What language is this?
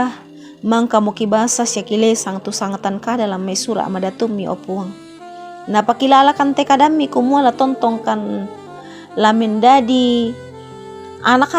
Toraja-Sa'dan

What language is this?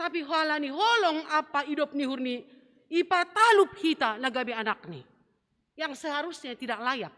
Batak Simalungun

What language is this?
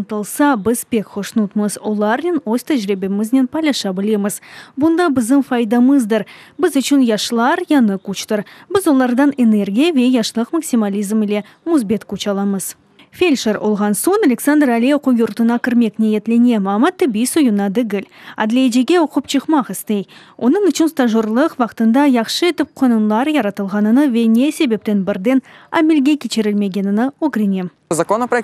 Crimean Tatar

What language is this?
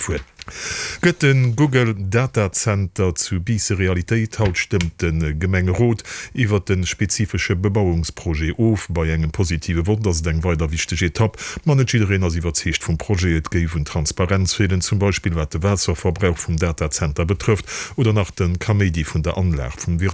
Luxembourgish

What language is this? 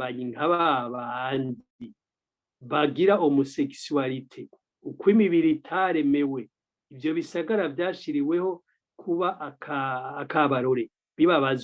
Rundi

